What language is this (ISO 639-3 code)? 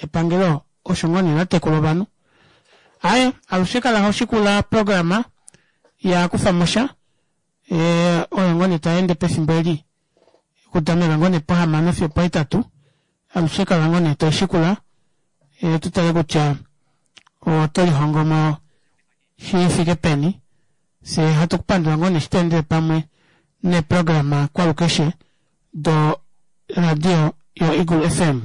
kua